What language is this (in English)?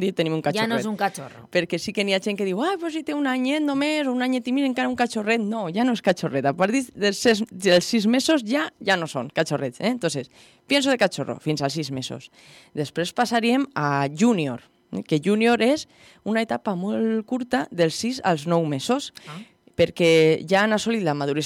Catalan